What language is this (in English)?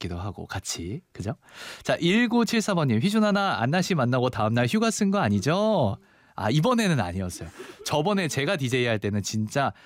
Korean